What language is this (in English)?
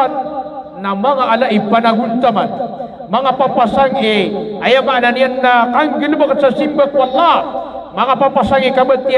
Maranao